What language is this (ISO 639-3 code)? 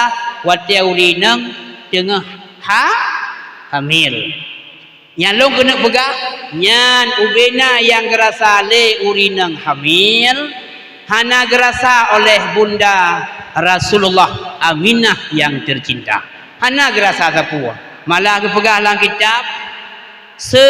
ace